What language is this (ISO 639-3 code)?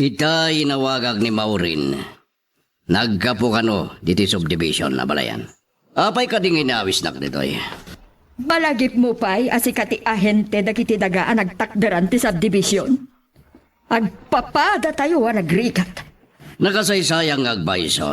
ilo